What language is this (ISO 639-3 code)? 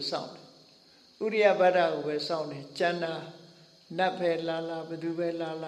mya